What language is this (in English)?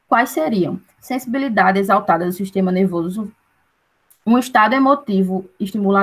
Portuguese